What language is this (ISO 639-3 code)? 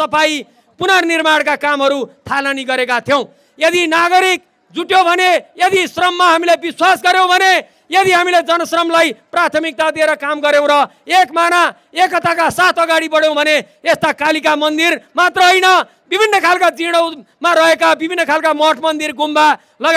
nep